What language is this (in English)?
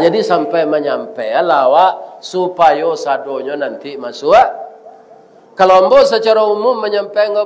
Minangkabau